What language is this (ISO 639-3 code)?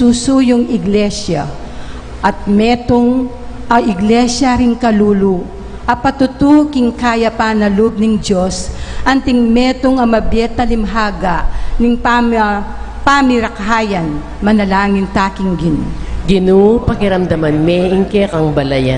pam